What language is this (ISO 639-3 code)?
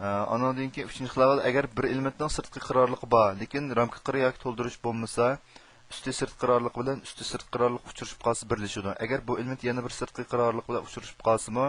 uig